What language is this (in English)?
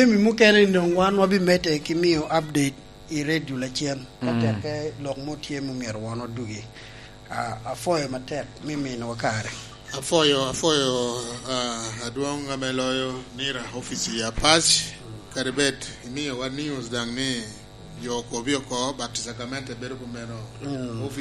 Lango (Uganda)